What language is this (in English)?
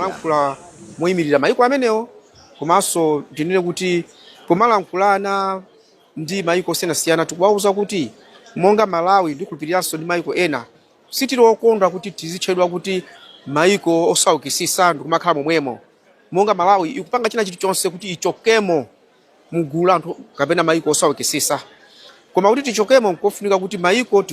Nyanja